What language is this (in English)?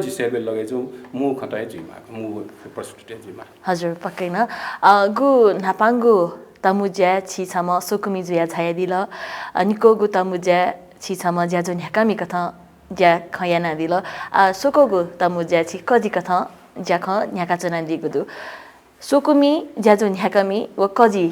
Newari